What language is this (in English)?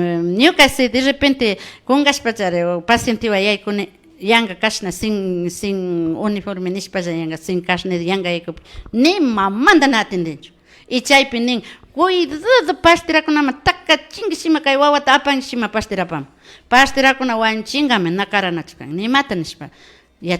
Imbabura Highland Quichua